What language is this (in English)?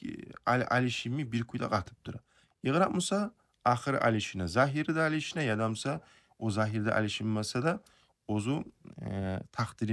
Kumyk